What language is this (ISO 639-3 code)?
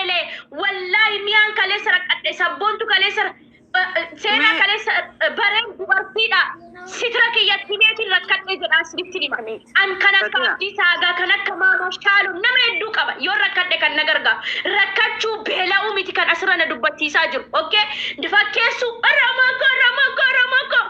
orm